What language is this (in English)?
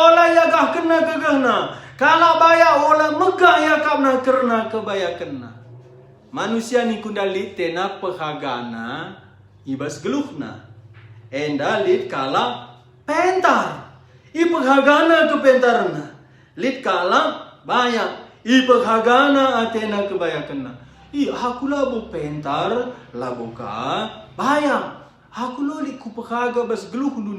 Batak Karo